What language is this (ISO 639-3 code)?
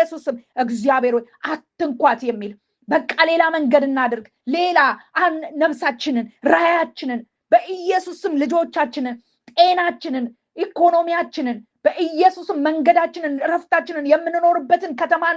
amh